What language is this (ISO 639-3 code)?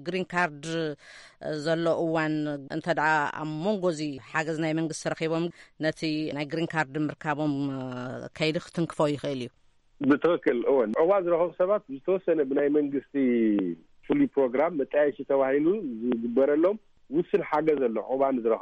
tir